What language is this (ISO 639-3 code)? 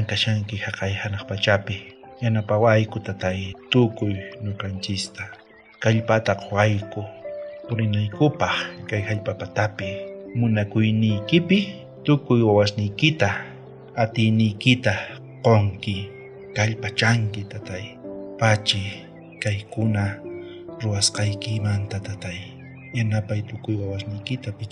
quh